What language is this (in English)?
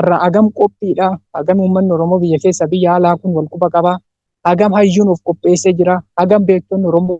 Oromo